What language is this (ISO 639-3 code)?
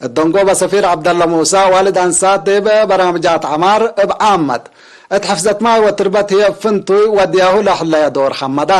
tig